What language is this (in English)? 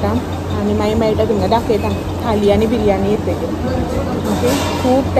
Konkani